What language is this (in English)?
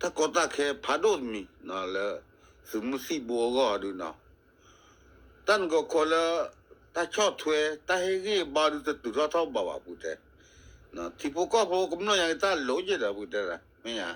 S'gaw Karen